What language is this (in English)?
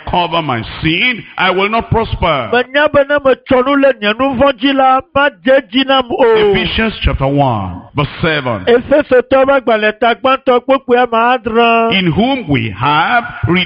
Ewe